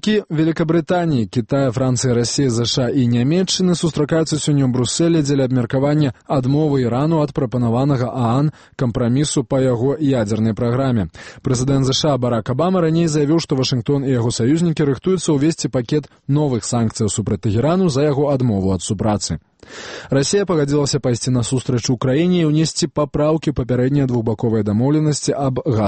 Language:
Belarusian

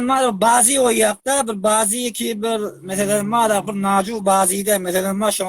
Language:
Turkmen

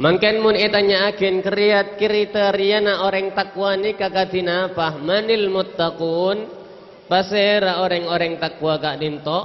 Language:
Madurese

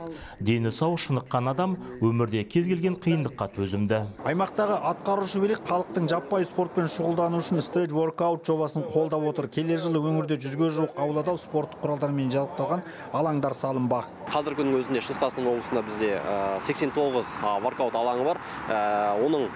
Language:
Kazakh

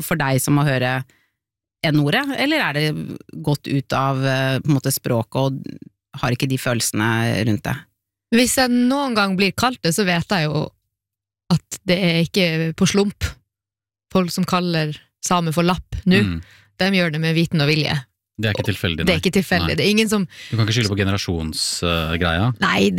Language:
Norwegian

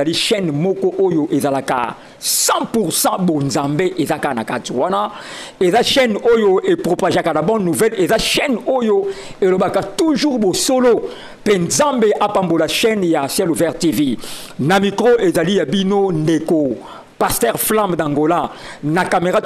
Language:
Lingala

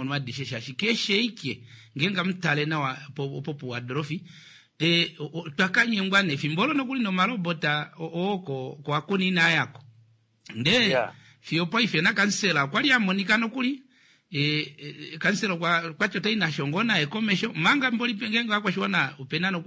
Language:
Kuanyama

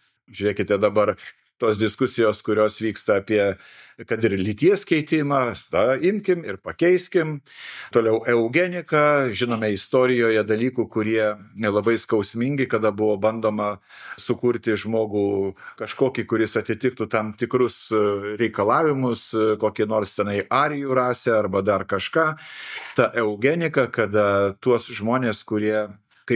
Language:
Lithuanian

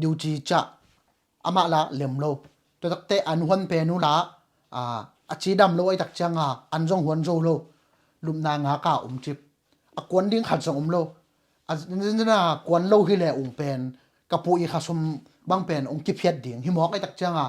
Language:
Tedim Chin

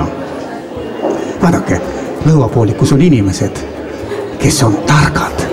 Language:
Estonian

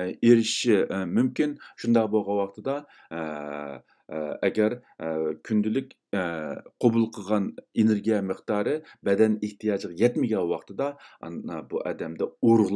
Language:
Uyghur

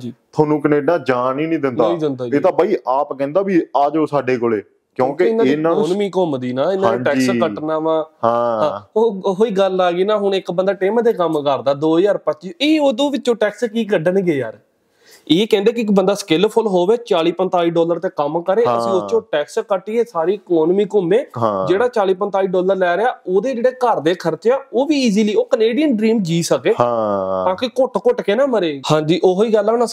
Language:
Punjabi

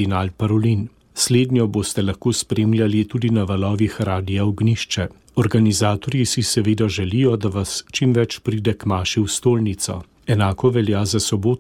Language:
Slovenian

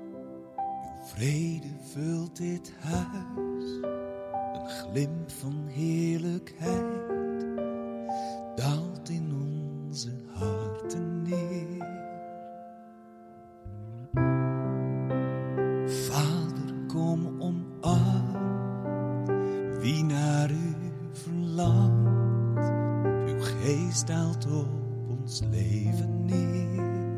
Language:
Dutch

